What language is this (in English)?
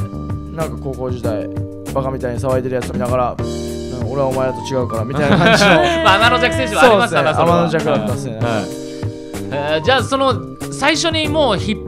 Japanese